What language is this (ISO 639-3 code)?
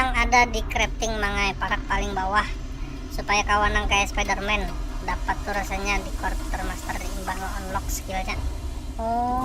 bjn